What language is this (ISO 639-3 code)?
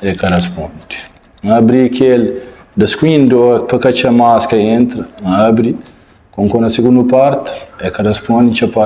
kea